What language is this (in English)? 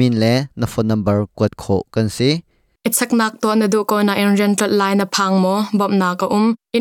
Hakha Chin